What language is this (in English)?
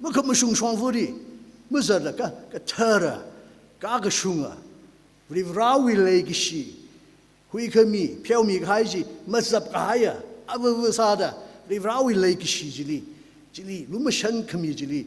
Tangkhul Naga (India)